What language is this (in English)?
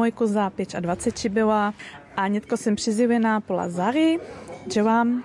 Upper Sorbian